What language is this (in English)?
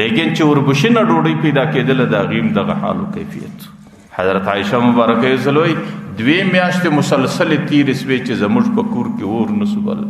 Pashto